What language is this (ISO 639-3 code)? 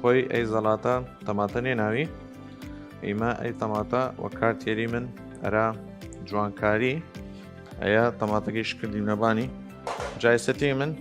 sdh